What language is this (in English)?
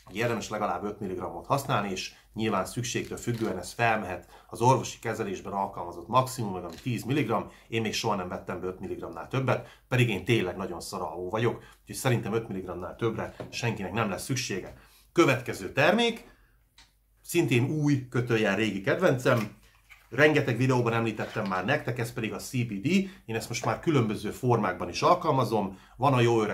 Hungarian